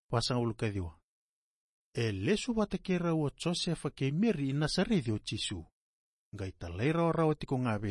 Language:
Fijian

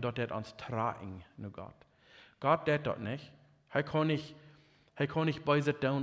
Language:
Plautdietsch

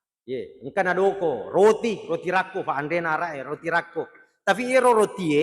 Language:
Buginese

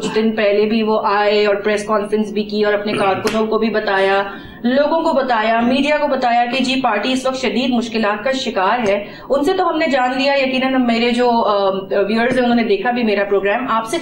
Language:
Urdu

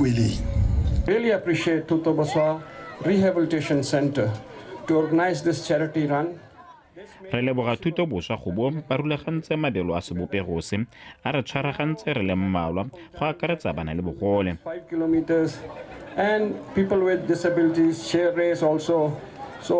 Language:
Tswana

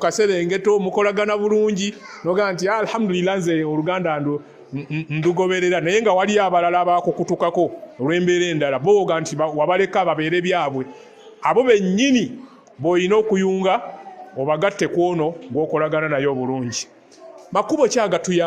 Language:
Ganda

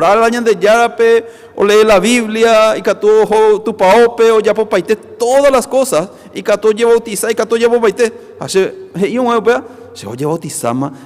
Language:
Guarani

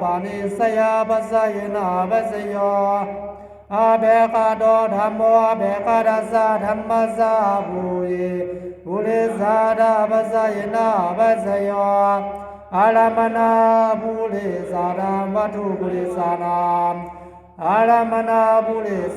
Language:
Pali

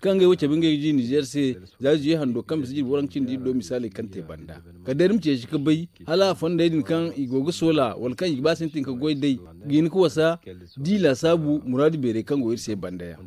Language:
Zarma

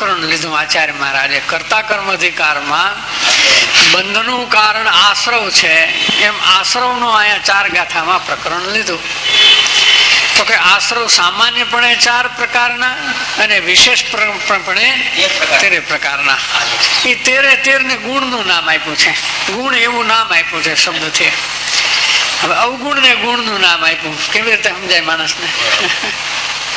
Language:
Gujarati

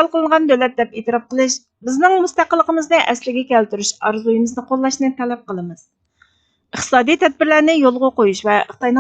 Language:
Uyghur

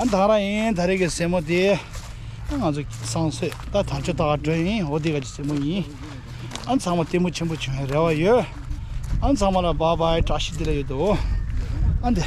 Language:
Tibetan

